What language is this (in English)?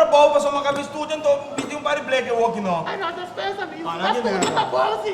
Papiamento